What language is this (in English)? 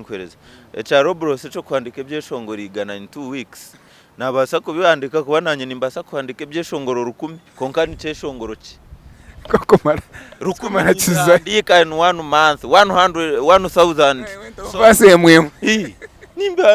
Nyankole